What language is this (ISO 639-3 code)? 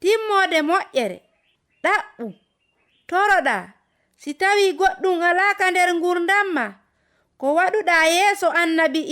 ful